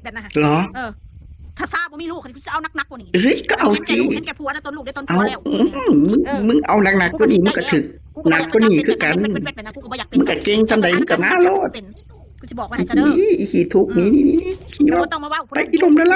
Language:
Northeastern Thai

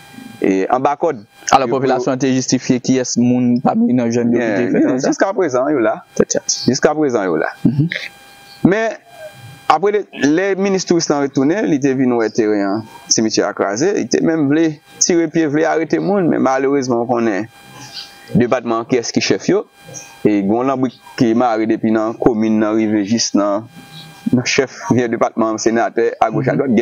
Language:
Haitian Creole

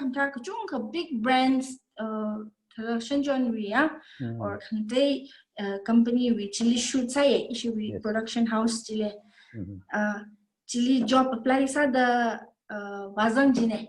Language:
Tangkhul Naga (India)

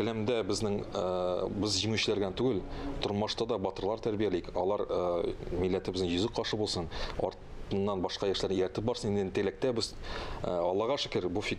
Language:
Tatar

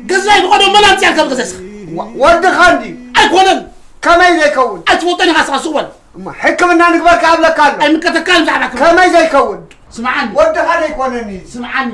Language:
Tigrinya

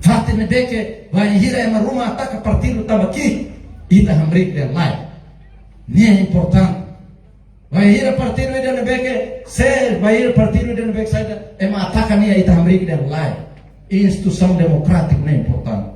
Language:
Tetum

